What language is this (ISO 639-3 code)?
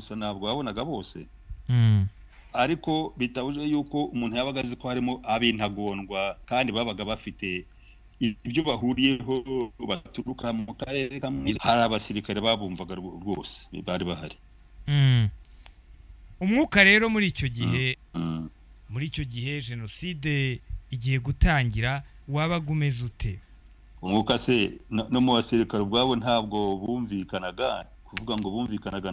kin